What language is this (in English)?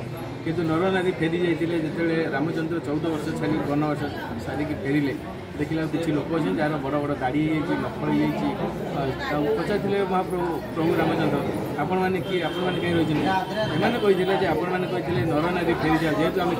Odia